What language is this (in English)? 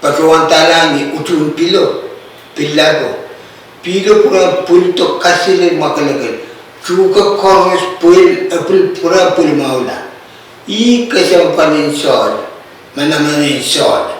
Pohnpeian